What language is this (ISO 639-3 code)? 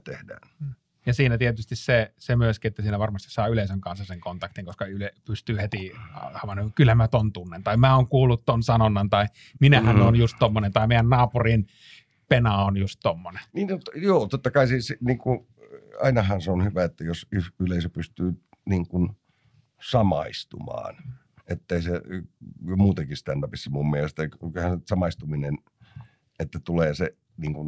fin